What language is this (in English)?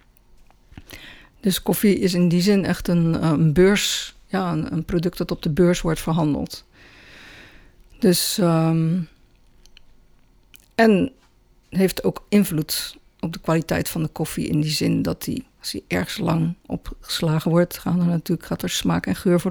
Dutch